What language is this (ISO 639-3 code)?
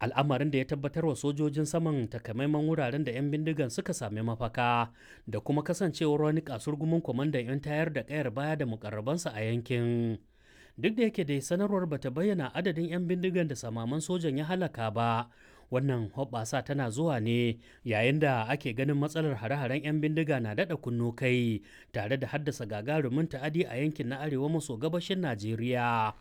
hau